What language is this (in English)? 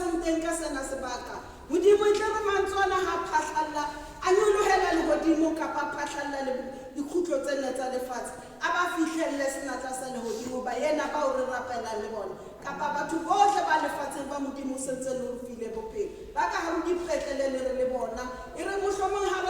Southern Sotho